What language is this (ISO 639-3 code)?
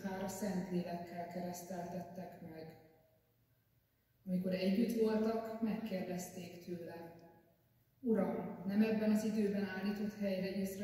hun